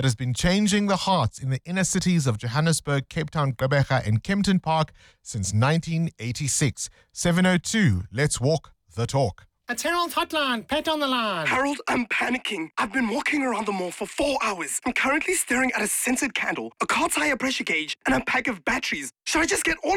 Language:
English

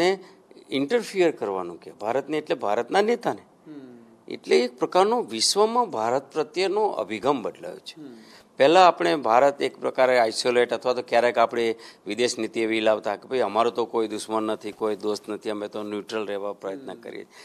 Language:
Gujarati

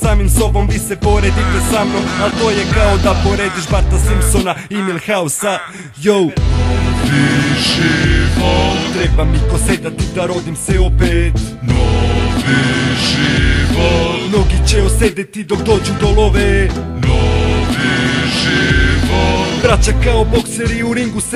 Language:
Serbian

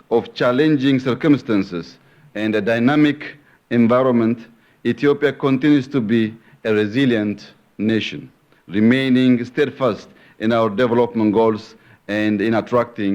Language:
English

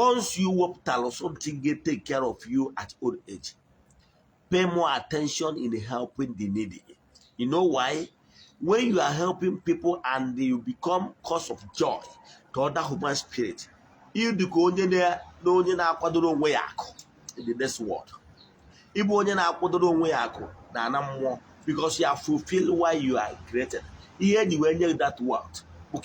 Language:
Igbo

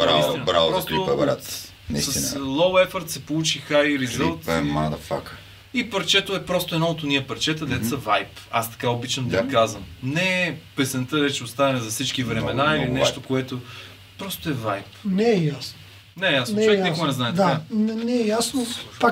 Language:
Bulgarian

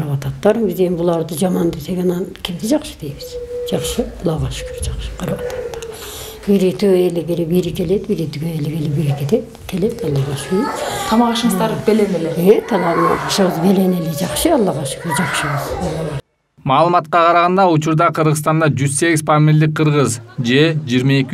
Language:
Kyrgyz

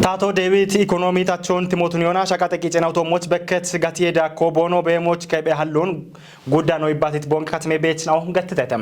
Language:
Kafa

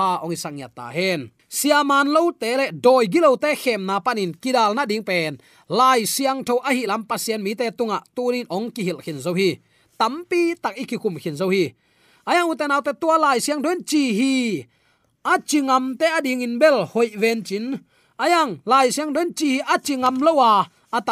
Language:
Tedim Chin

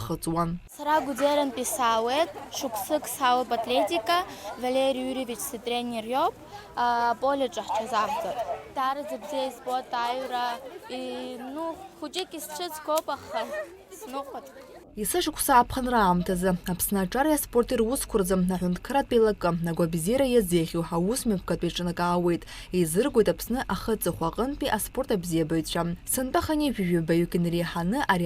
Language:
Abkhazian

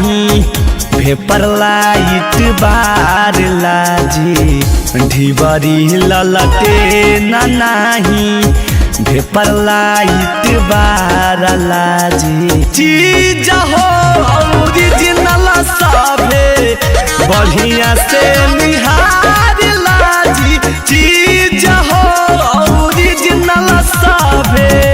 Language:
Magahi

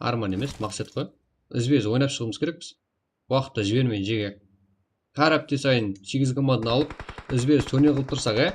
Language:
Kara-Kalpak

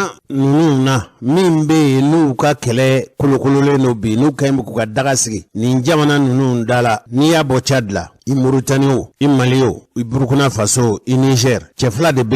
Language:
Bambara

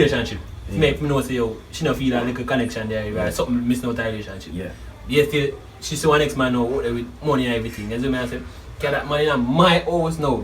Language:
Jamaican Creole English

